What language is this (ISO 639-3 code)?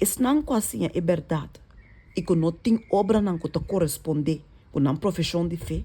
pap